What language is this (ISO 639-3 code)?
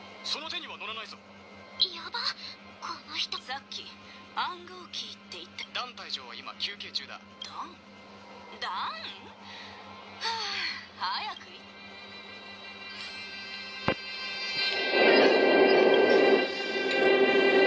jpn